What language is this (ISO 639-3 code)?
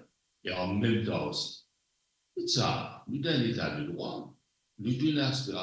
mfe